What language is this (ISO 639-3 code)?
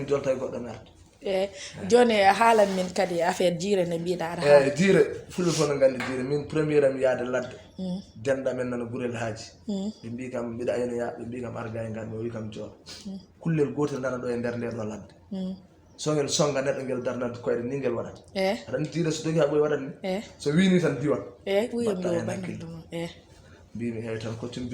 ful